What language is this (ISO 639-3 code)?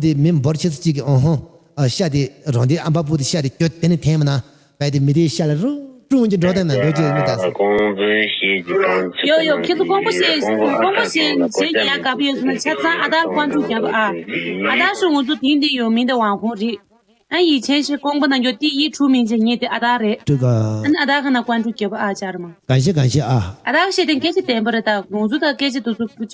bod